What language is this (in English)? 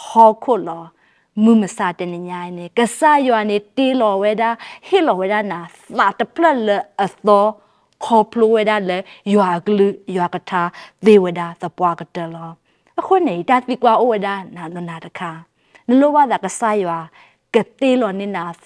S'gaw Karen